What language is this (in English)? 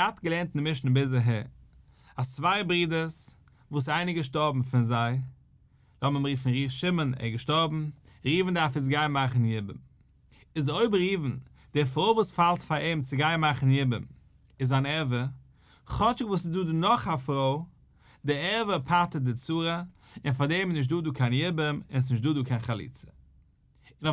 Yiddish